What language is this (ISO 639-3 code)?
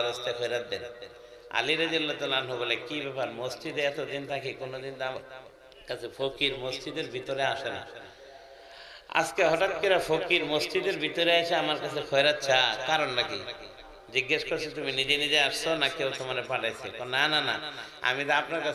ben